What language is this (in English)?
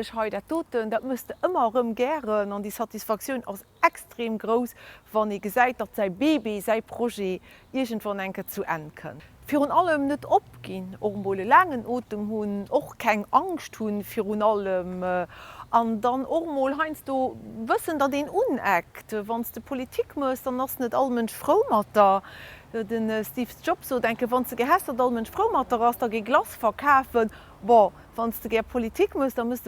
Luxembourgish